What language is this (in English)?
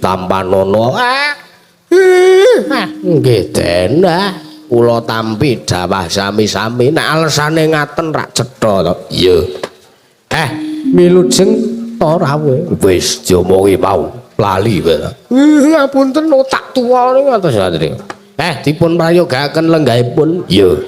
Javanese